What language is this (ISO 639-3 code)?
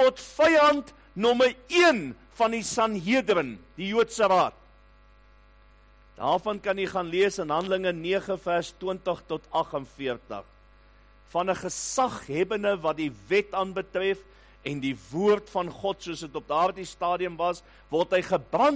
afr